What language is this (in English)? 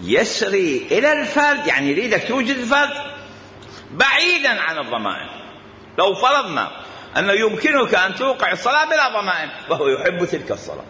Mesopotamian Arabic